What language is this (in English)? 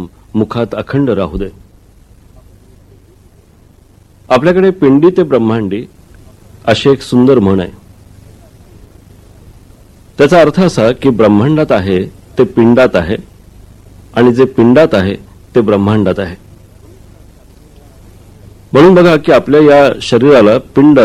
Marathi